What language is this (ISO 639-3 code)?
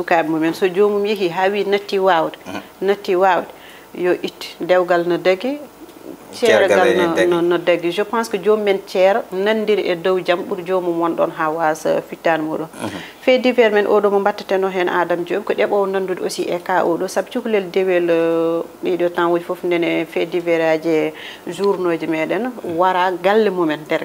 ful